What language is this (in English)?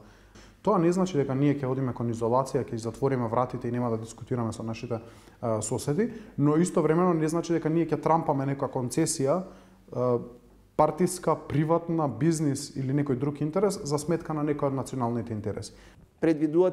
Macedonian